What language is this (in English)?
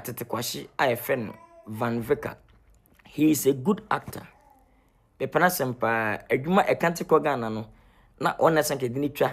Akan